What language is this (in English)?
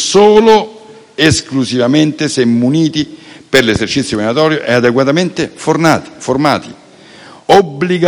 Italian